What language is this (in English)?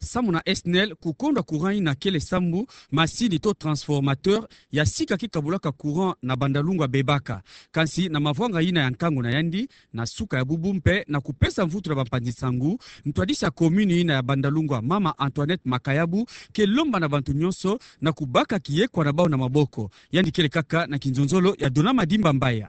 Kituba (Democratic Republic of Congo)